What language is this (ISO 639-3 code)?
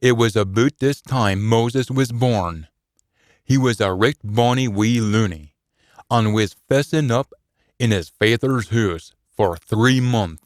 sco